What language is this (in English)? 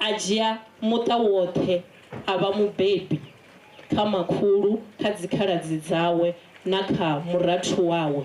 Venda